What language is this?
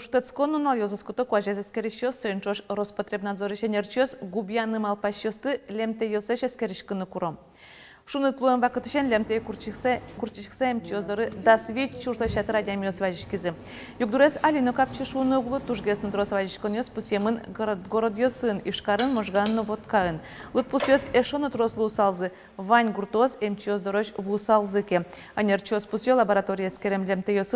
Udmurt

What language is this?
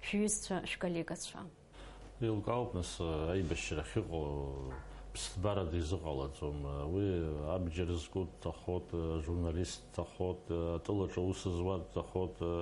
Abkhazian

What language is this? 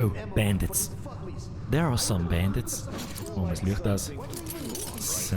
Bavarian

